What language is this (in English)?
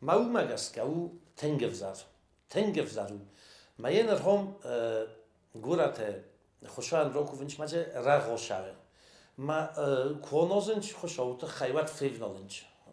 Ossetic